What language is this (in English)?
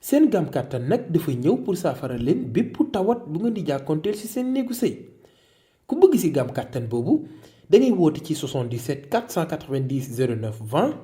Wolof